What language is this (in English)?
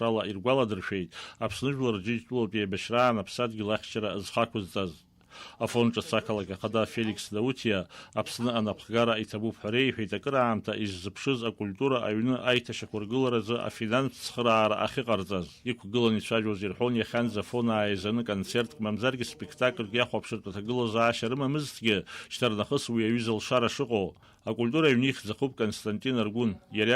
Abkhazian